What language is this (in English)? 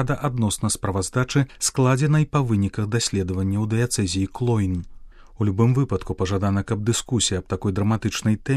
Belarusian